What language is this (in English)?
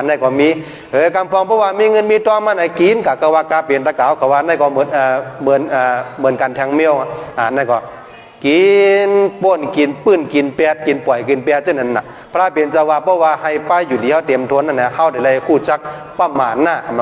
Shan